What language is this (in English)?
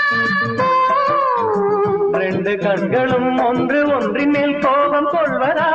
Tamil